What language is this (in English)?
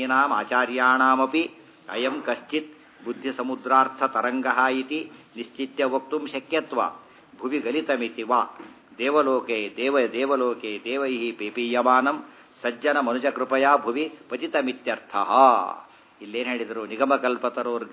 Kannada